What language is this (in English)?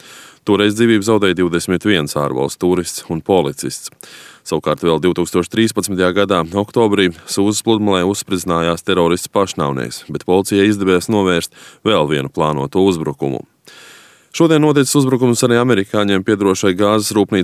Latvian